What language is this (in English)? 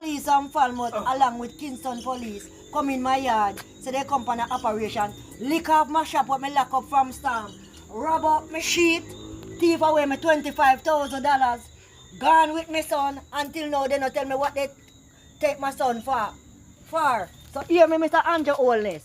Jamaican Creole English